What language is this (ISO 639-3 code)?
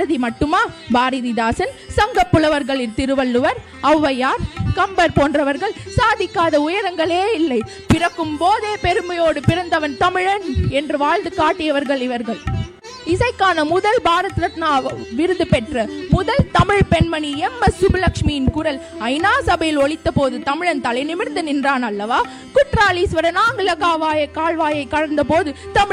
tam